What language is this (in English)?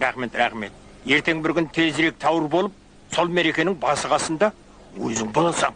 Kara-Kalpak